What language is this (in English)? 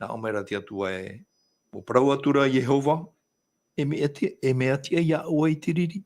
Tahitian